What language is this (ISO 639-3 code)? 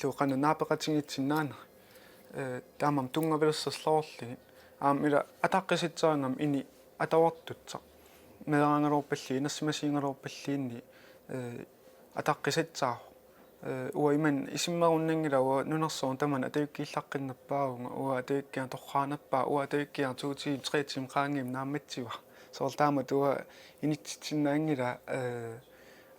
kal